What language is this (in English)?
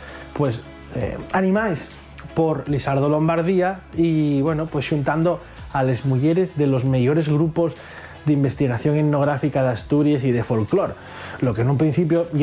Asturian